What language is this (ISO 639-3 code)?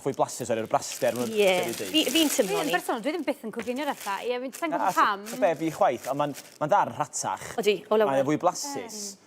cym